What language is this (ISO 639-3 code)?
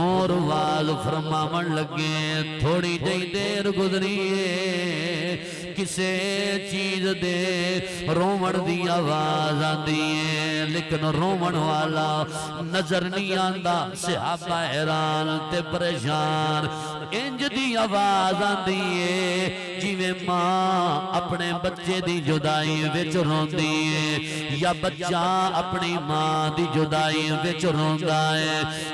skr